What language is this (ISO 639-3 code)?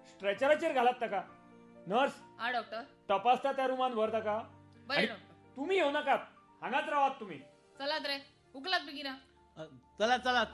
kok